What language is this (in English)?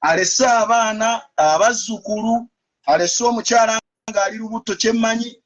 Ganda